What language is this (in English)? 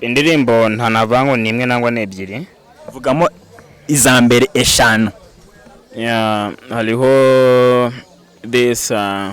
Kinyarwanda